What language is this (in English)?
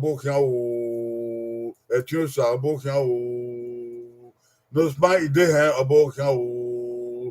Bini